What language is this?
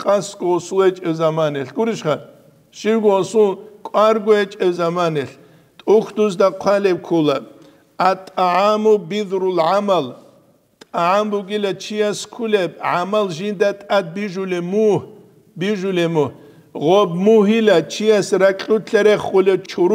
Avaric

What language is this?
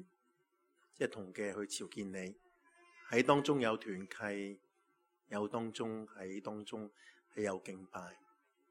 Cantonese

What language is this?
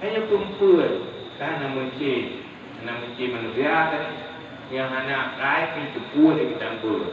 Achinese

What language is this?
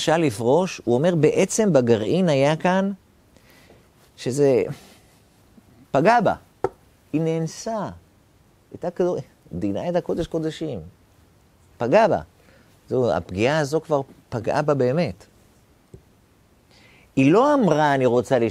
Hebrew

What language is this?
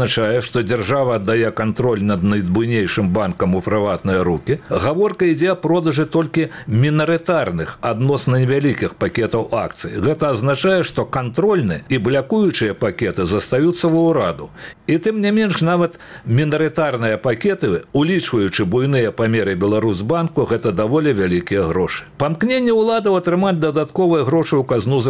Belarusian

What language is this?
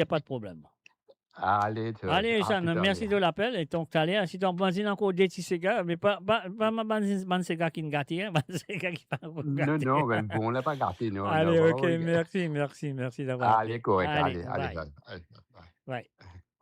Morisyen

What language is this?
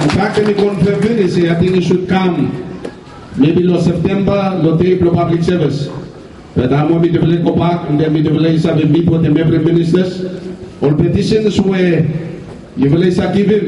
Bislama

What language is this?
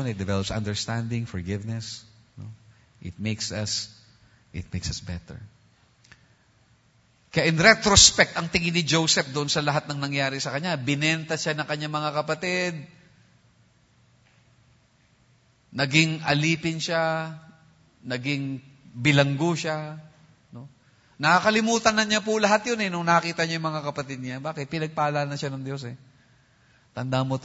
Filipino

